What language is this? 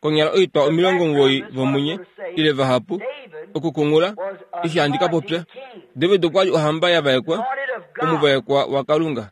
Kuanyama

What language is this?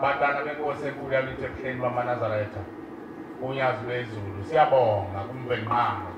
Zulu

